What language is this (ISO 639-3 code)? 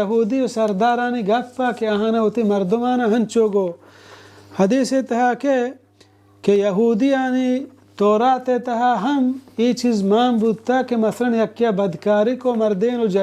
bal